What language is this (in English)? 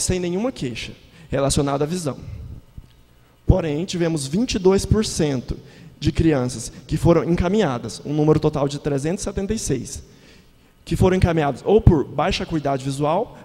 Portuguese